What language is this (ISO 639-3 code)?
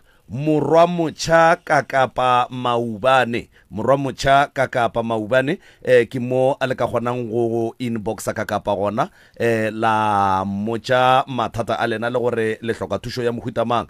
nso